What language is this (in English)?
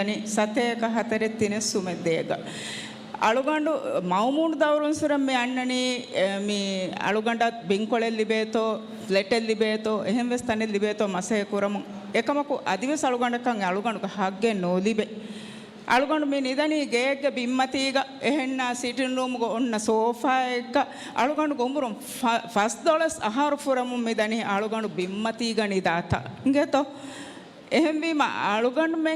Divehi